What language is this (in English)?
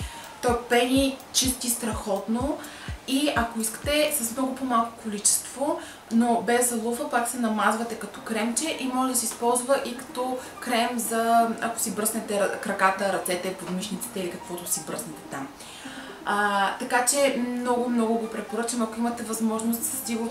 Bulgarian